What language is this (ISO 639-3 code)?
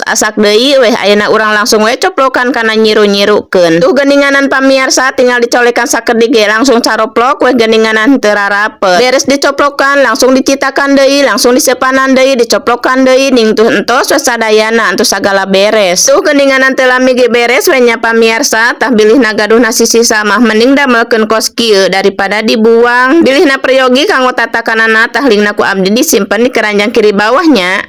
sun